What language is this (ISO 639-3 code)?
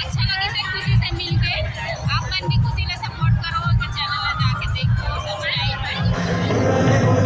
hne